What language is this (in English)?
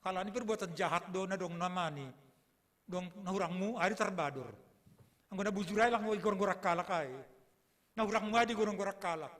Batak Simalungun